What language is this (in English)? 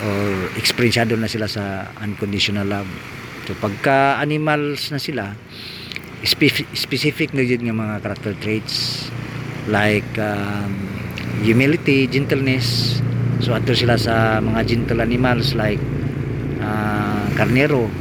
Cebuano